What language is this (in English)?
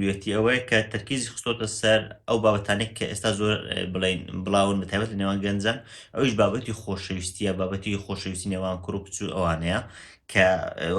Central Kurdish